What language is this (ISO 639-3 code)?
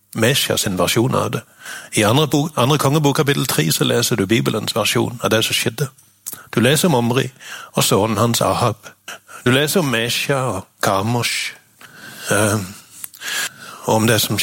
nor